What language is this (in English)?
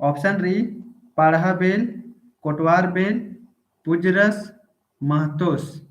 Kurukh